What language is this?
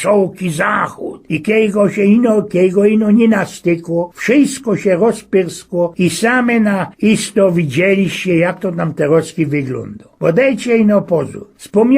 Silesian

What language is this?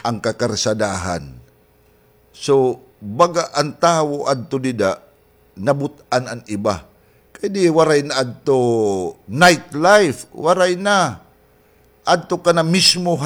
Waray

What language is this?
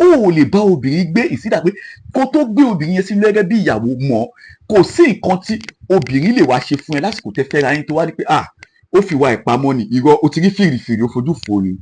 Yoruba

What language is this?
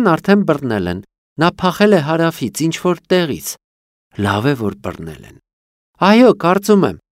Armenian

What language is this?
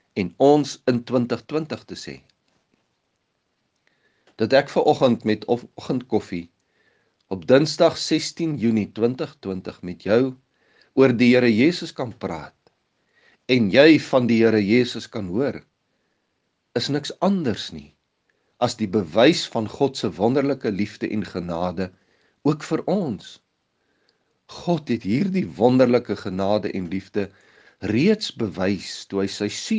Afrikaans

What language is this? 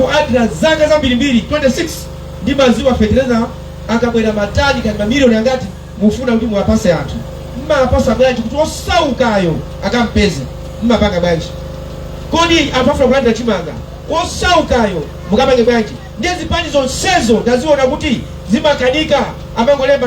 Nyanja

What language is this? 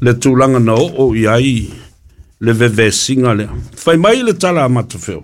Samoan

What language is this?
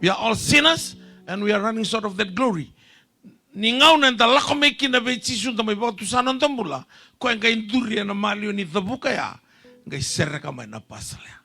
Fijian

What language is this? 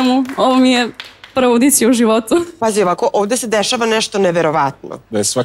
Serbian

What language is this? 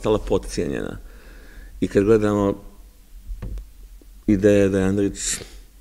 Serbian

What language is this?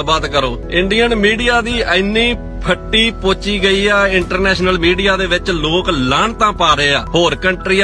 Western Panjabi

